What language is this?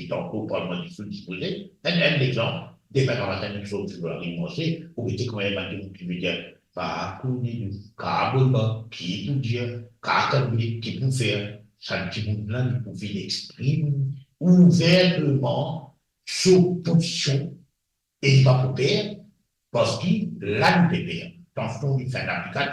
Morisyen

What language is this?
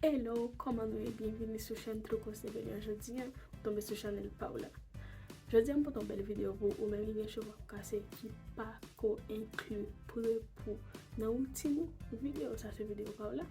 Haitian Creole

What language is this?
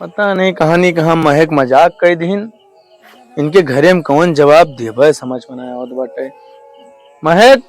Awadhi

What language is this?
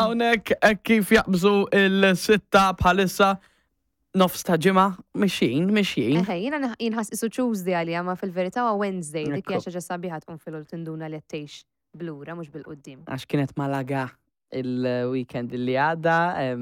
Maltese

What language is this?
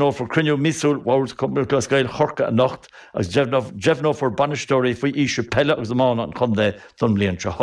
Irish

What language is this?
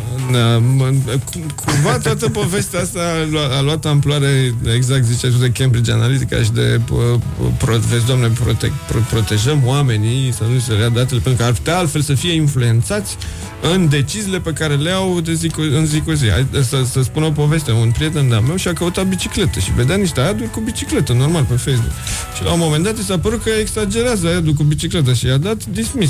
Romanian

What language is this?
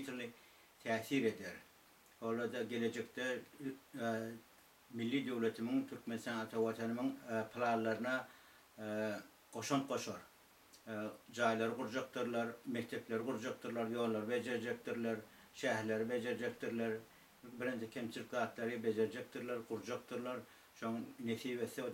Turkmen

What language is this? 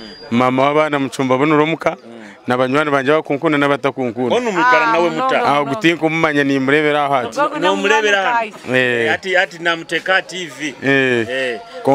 Nyoro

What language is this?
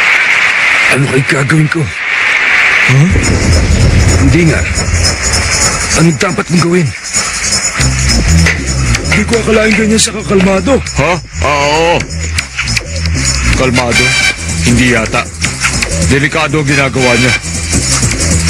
Filipino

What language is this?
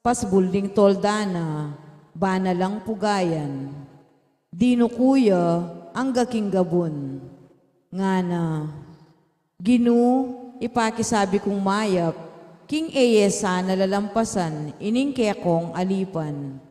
Pampanga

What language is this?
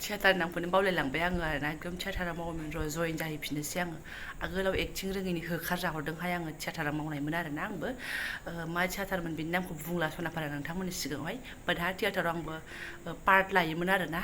Bodo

